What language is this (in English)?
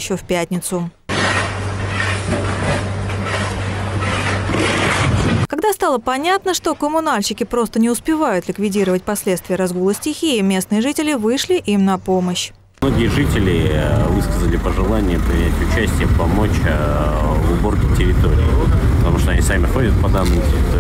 Russian